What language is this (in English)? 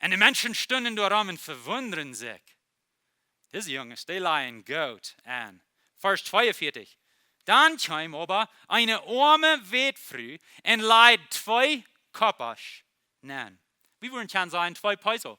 Plautdietsch